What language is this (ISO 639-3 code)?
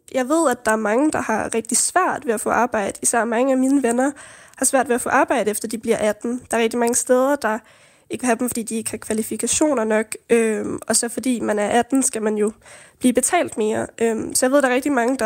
dan